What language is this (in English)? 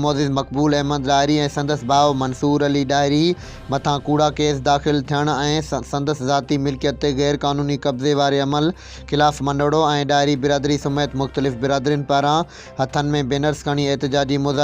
Sindhi